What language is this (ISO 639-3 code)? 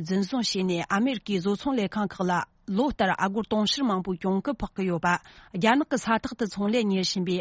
bod